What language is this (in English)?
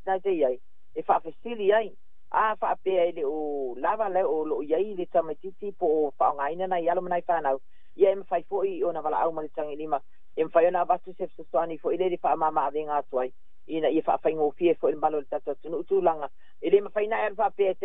Samoan